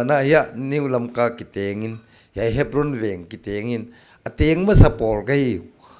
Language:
Paite Chin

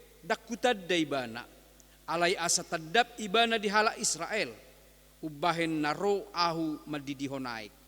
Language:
Batak Toba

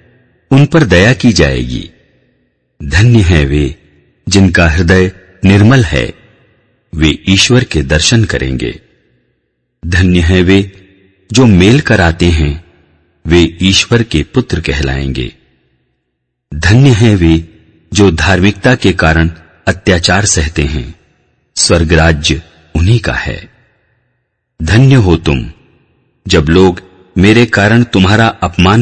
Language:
Hindi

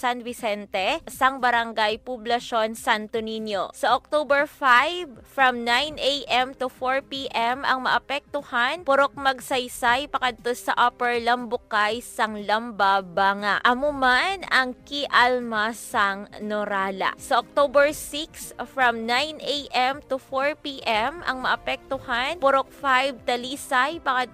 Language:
Hiligaynon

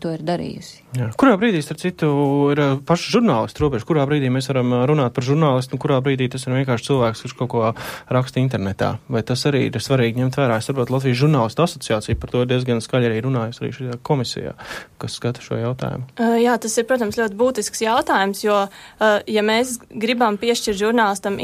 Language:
Latvian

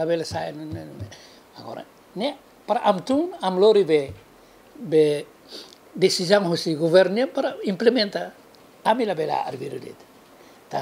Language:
Tetum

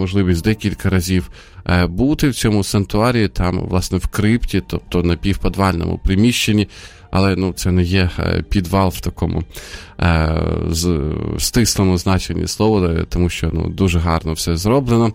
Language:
Ukrainian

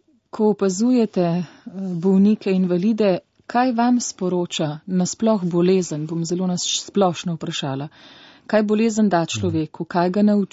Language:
Slovenian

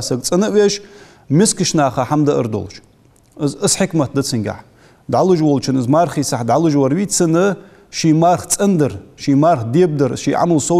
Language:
Ingush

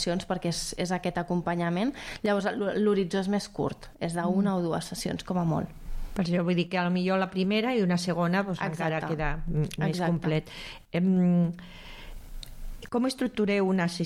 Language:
Catalan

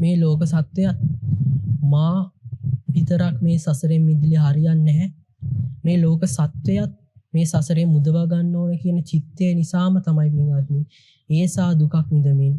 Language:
Sinhala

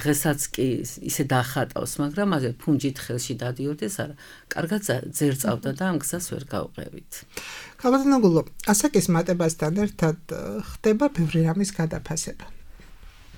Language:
Georgian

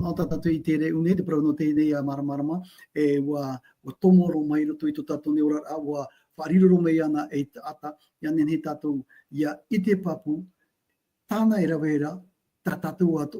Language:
Tahitian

